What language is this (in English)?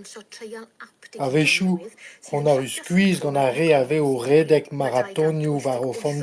Breton